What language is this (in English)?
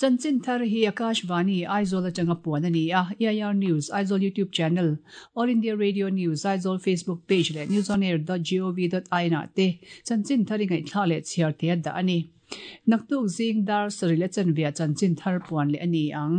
Mizo